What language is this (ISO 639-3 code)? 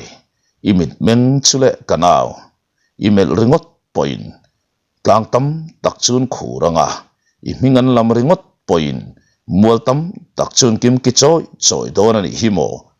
lus